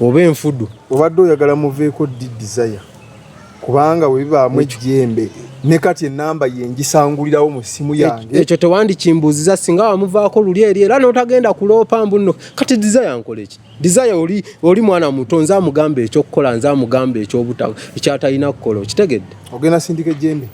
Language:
Ganda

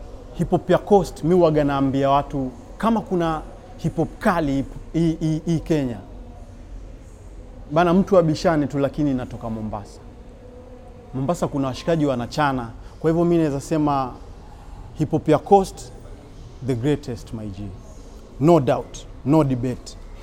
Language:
Swahili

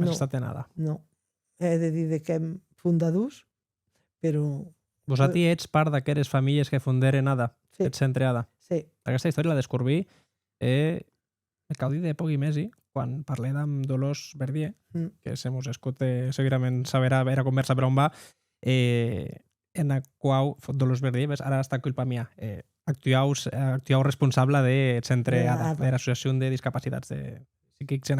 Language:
Occitan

